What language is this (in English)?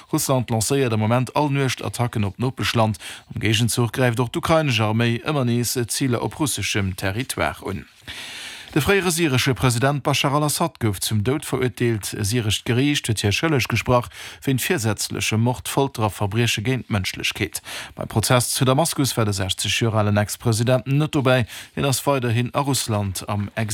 Luxembourgish